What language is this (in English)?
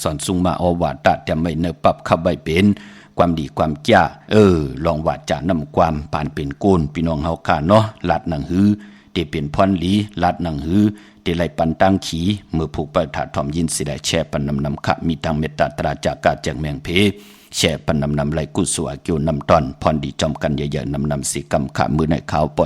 Shan